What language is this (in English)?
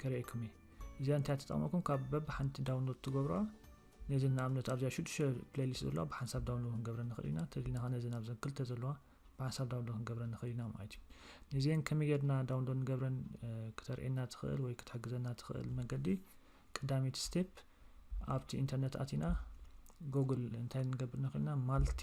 Tigrinya